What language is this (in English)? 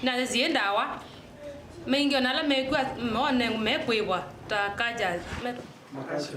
Kamba